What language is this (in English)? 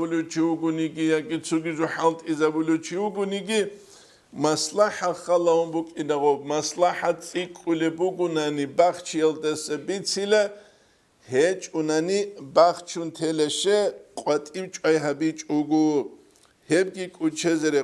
Avaric